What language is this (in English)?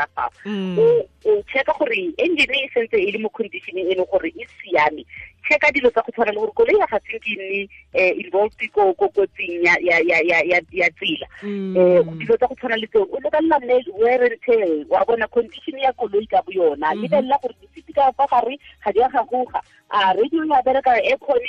Tswana